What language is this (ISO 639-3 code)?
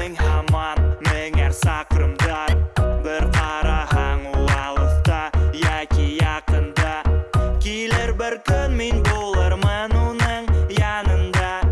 bak